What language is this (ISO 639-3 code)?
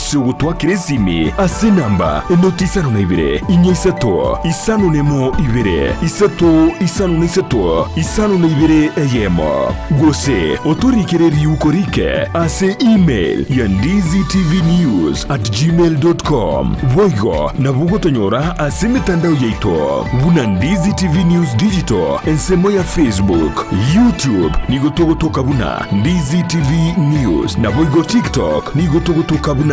guz